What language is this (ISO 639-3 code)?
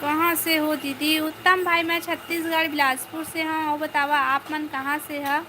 hne